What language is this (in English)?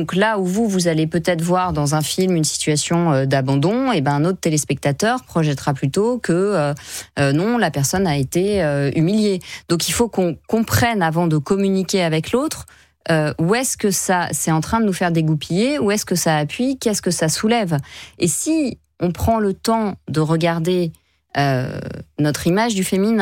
French